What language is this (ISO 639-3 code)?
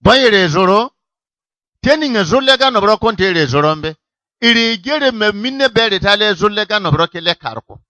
bib